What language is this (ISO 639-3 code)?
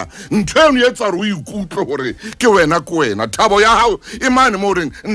sot